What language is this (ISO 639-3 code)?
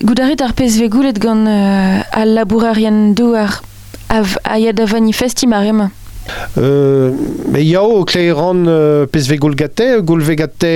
bre